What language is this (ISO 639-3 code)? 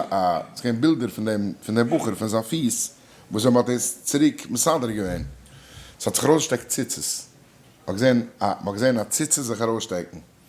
yid